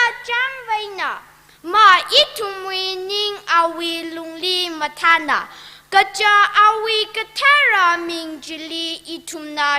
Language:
Tangkhul Naga (India)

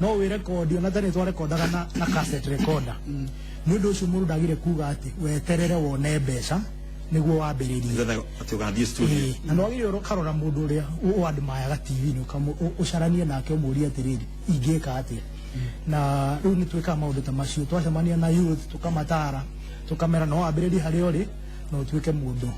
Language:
Kikuyu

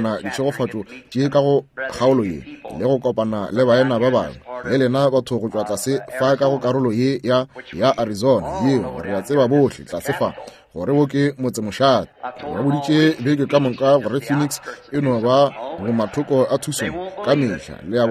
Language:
Northern Sotho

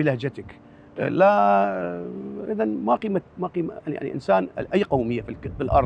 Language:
Mesopotamian Arabic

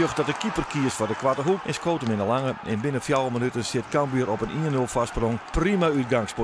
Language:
Western Frisian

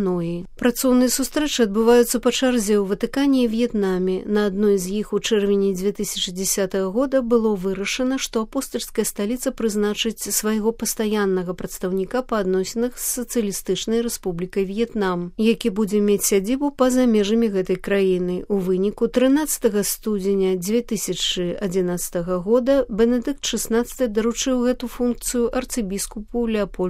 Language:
Belarusian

